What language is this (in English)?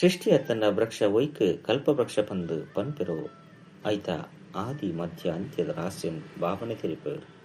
Tulu